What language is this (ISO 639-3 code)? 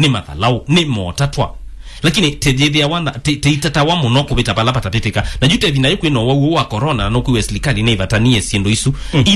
kam